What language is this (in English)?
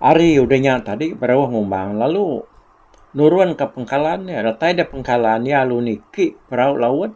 Iban